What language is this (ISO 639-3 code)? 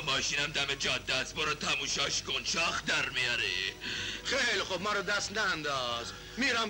fas